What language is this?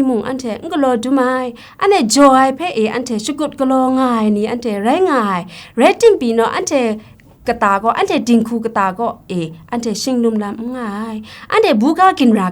Kachin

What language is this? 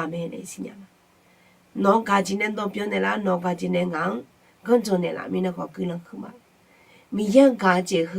Akha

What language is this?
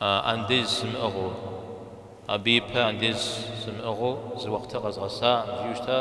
Kabardian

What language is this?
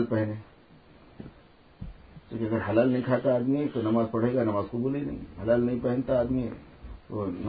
Urdu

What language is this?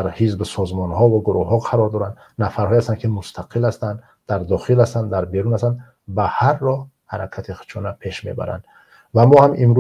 Tajik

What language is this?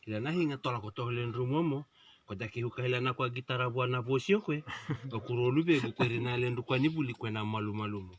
Fijian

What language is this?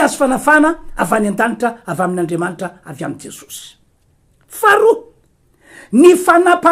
Malagasy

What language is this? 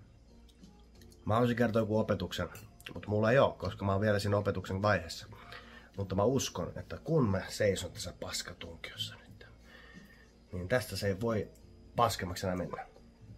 Finnish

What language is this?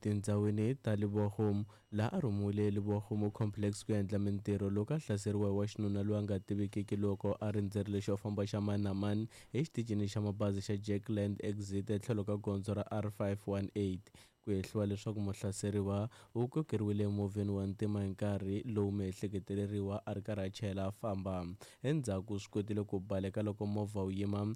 Tsonga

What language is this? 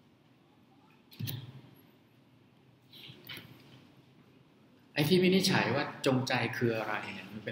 Thai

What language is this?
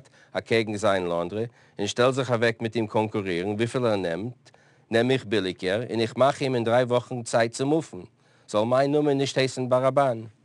Yiddish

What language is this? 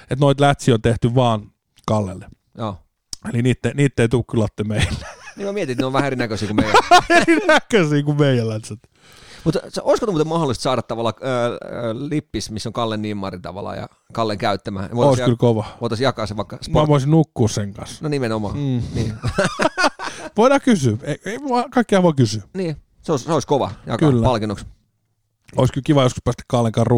Finnish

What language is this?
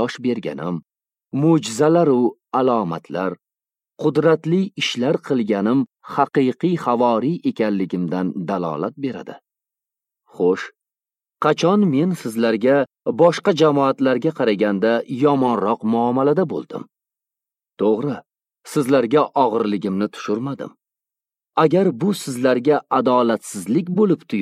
Uzbek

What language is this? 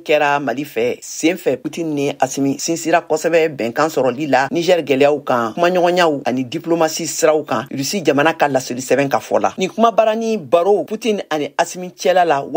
Bambara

